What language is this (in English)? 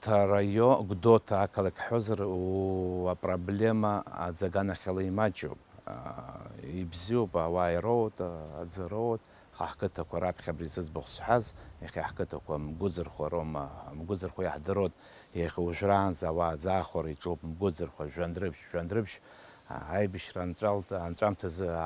Abkhazian